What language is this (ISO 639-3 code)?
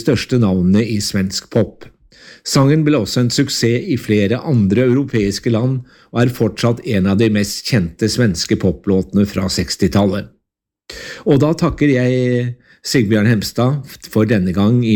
nor